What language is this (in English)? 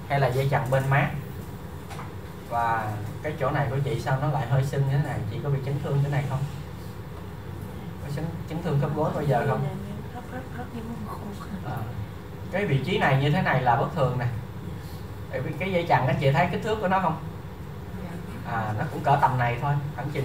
Vietnamese